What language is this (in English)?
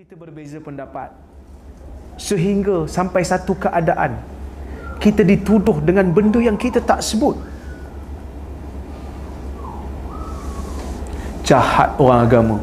Malay